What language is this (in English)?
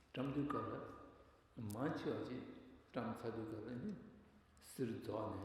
Tibetan